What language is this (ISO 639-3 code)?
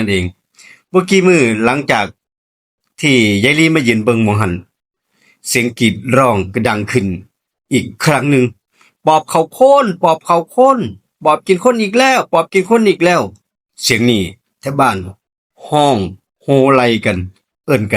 tts